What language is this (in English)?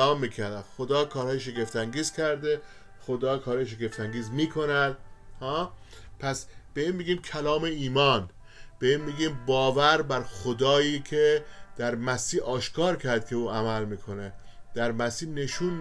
Persian